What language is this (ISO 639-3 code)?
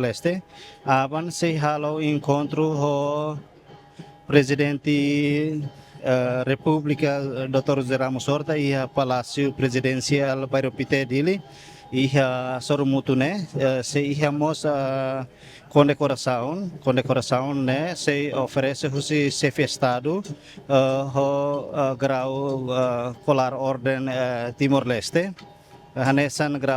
tet